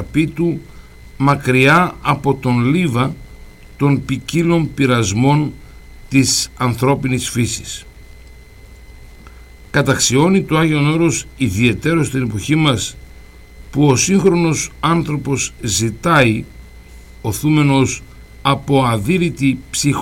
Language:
Greek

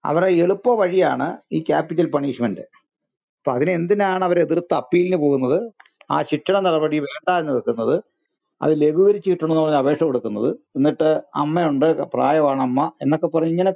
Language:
Malayalam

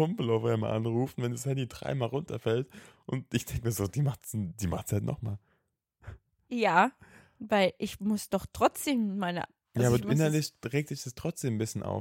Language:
German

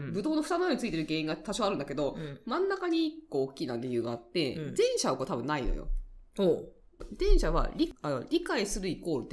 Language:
Japanese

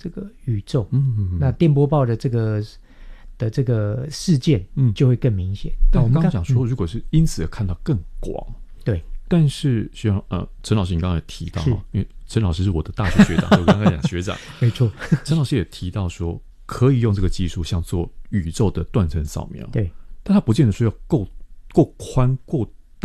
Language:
Chinese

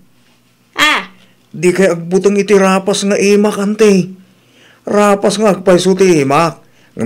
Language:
Iloko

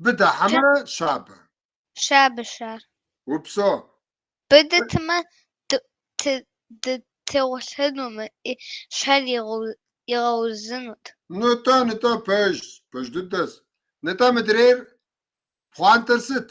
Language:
Kabardian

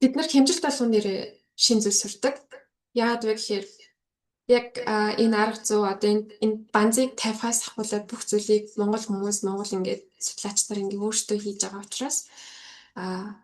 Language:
Mongolian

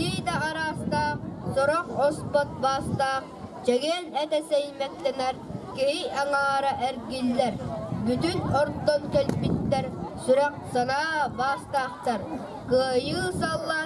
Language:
Yakut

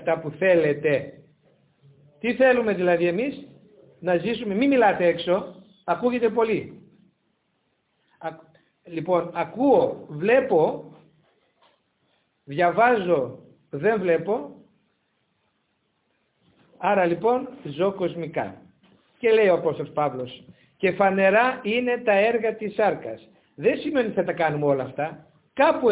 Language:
Greek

